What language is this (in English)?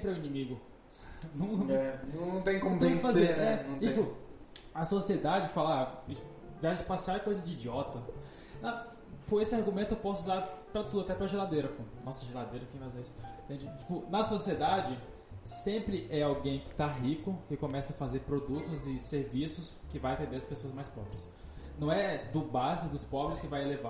Portuguese